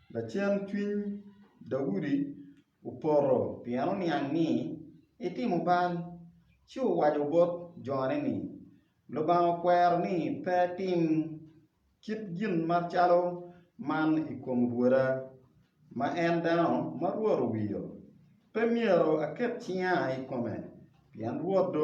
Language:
Acoli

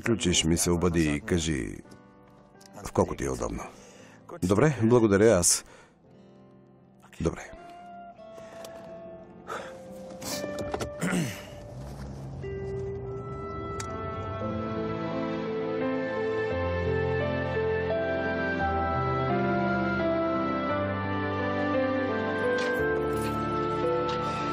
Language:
Bulgarian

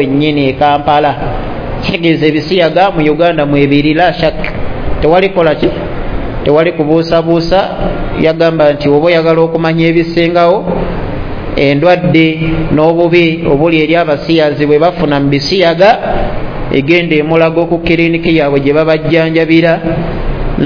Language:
Ganda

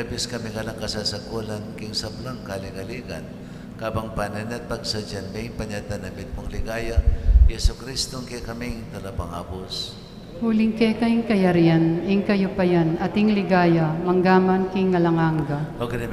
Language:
Pampanga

